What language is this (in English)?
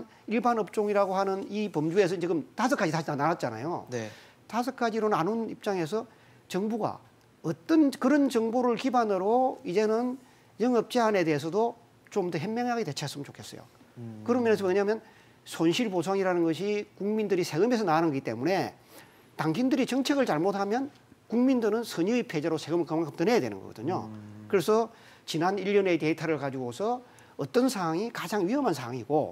Korean